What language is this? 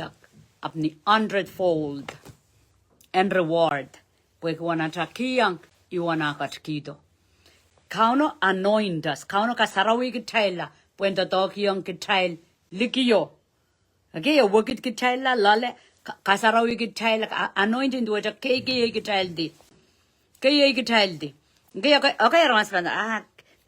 Pohnpeian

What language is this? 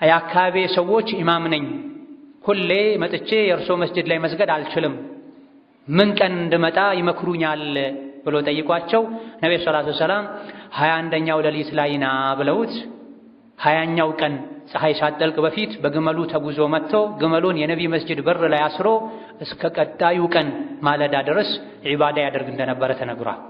Amharic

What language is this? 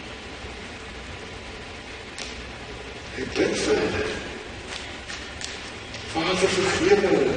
Afrikaans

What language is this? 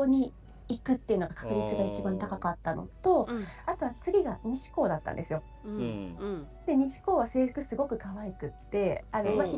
Japanese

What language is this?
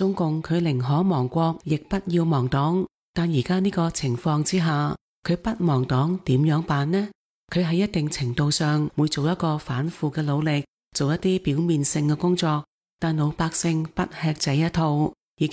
Cantonese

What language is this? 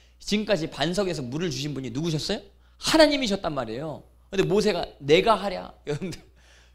Korean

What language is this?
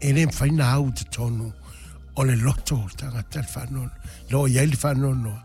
Samoan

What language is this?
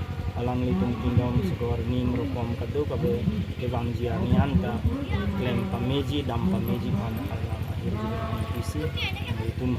Karbi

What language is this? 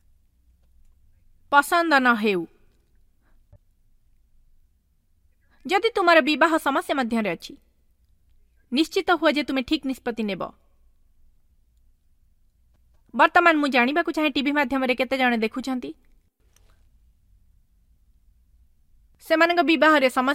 Odia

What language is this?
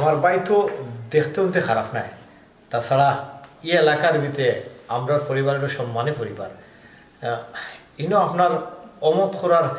Sylheti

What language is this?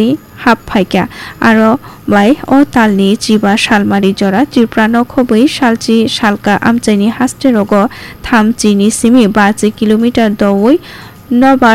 Kok Borok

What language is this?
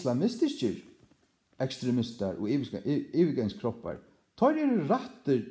Faroese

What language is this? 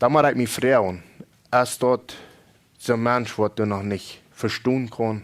Plautdietsch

